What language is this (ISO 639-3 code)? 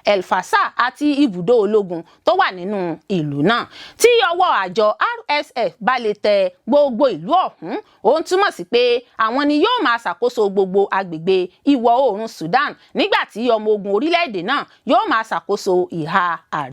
yor